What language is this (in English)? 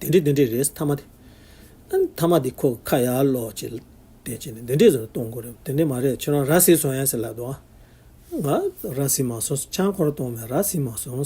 Tibetan